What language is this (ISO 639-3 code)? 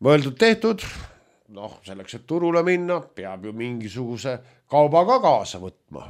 est